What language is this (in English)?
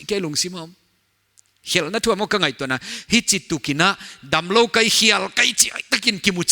Paite Chin